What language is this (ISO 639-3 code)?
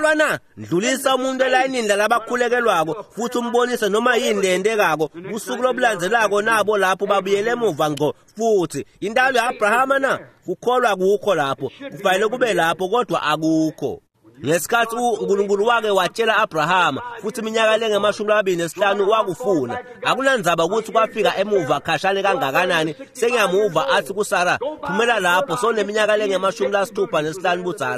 ssw